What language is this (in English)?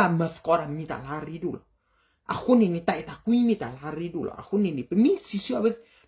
S'gaw Karen